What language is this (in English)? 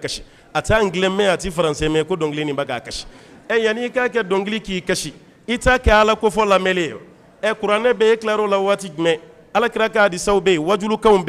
Bambara